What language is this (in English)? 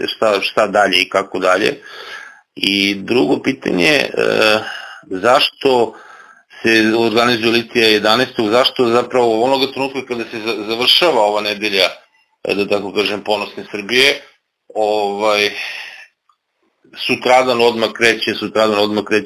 Serbian